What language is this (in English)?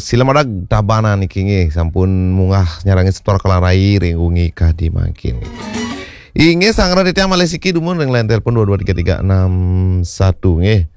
Balinese